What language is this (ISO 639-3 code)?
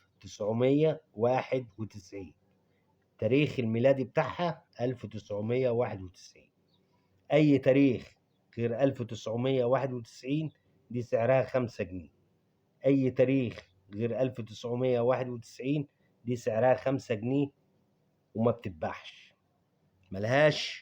arz